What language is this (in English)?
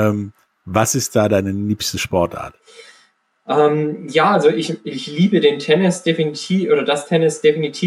German